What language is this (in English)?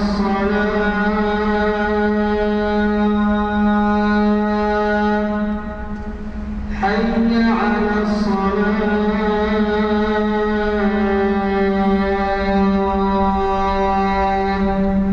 Arabic